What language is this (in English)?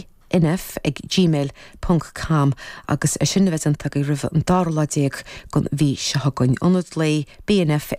Irish